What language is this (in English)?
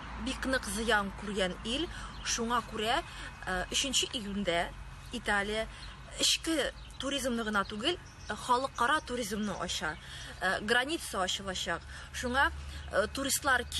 Tatar